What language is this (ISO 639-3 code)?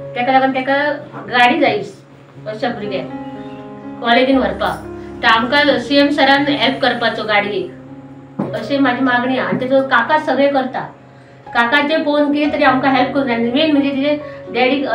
kok